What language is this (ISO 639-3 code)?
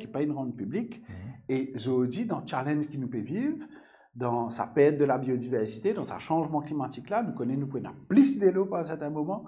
mfe